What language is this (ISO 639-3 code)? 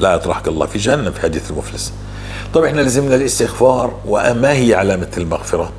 apc